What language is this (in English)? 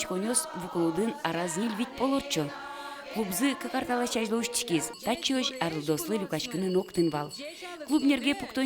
Udmurt